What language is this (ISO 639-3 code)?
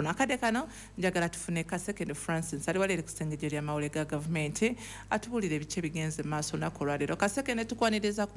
lug